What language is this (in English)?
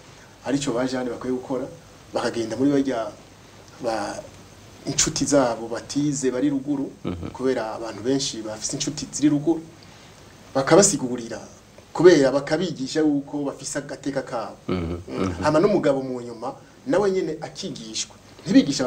Rundi